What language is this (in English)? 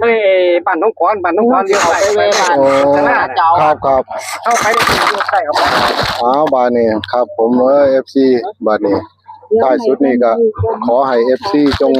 Northeastern Thai